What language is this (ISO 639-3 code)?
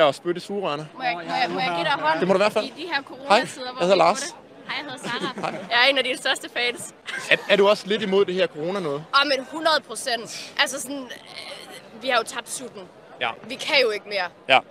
dan